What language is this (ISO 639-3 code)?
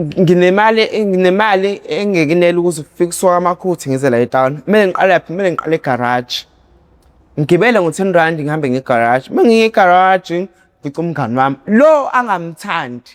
zul